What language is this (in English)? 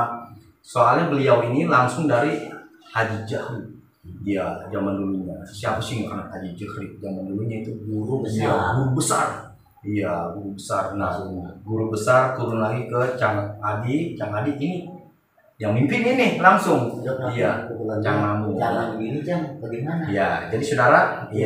Betawi